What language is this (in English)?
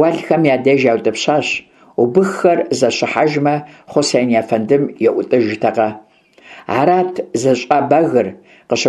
Kabardian